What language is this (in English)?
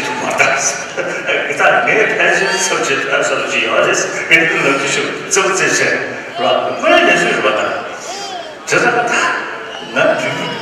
Tibetan